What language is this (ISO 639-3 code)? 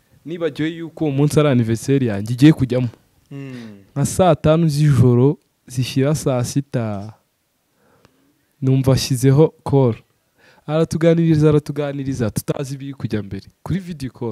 kin